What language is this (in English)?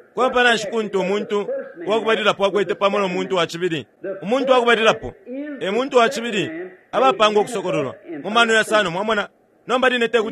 Bemba